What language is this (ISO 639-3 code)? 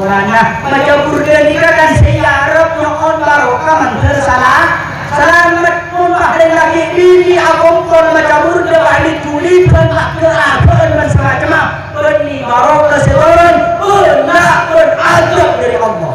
mad